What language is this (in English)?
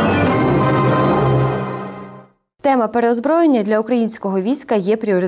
Ukrainian